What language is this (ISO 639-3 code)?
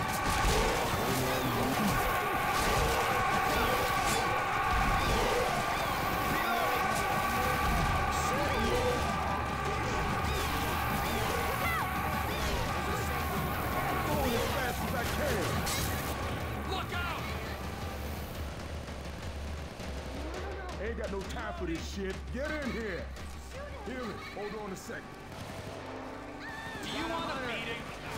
eng